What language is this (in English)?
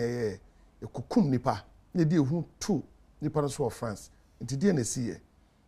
Akan